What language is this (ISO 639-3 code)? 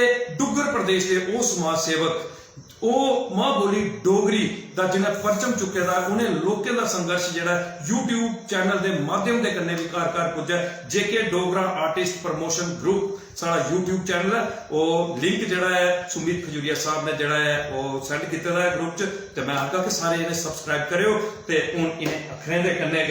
doi